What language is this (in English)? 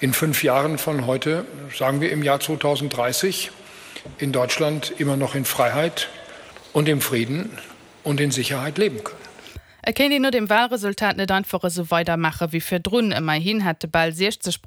Luxembourgish